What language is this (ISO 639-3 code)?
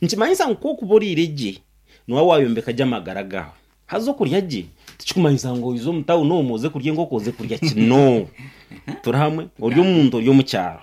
nyn